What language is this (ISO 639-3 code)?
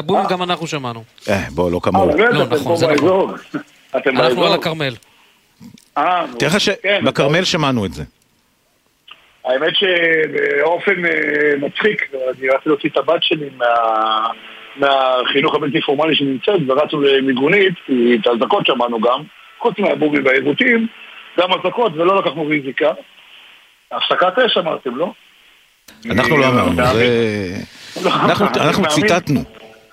heb